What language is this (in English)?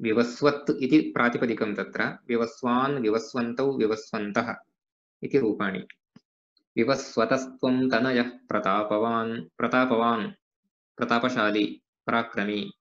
Sanskrit